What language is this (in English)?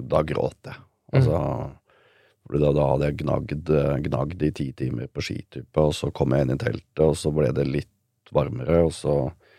Norwegian